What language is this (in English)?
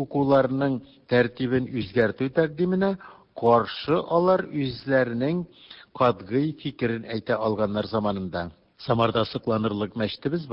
Tatar